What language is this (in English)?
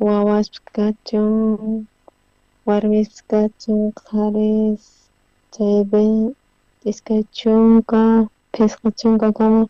South Bolivian Quechua